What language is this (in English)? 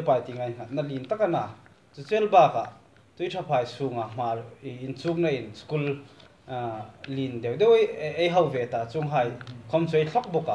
Hmar